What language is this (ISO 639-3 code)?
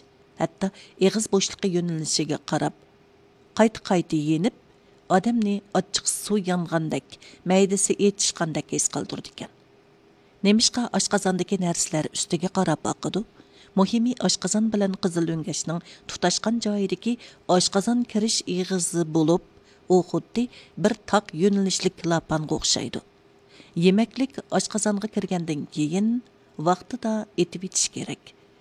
uig